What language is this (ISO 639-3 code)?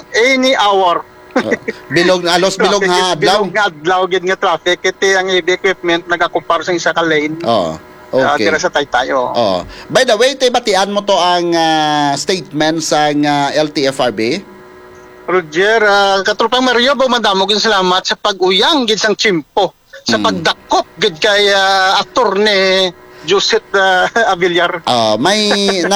hil